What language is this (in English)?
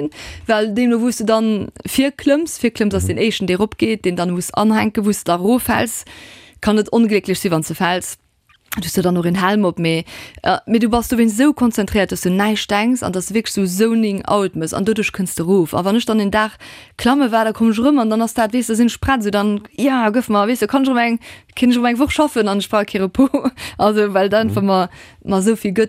Luxembourgish